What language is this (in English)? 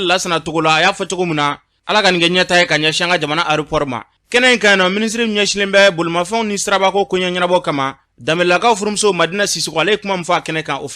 Bambara